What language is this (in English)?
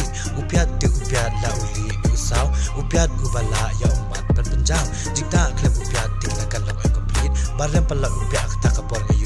Khasi